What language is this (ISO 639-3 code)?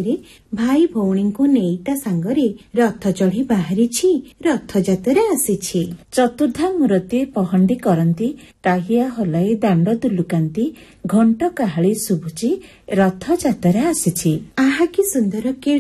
ori